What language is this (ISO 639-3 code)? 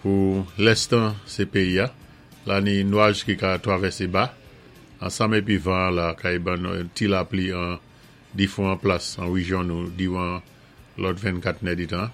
acf